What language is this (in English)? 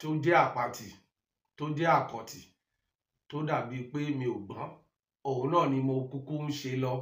Yoruba